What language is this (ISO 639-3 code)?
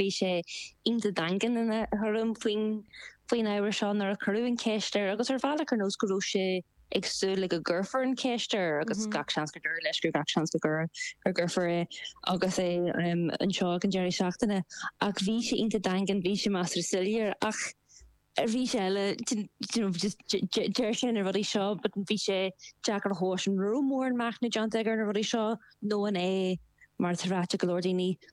gle